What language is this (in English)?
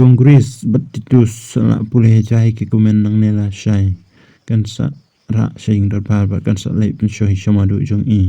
Khasi